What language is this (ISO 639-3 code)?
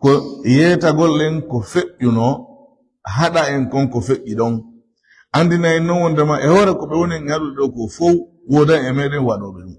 ful